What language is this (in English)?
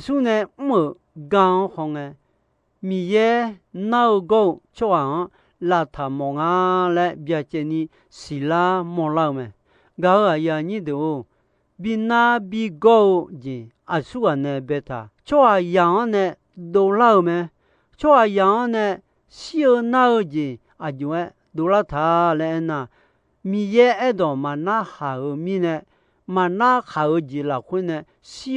Akha